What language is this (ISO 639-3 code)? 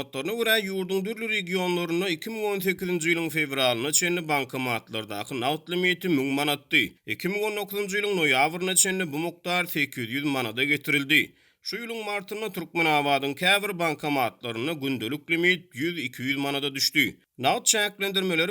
tuk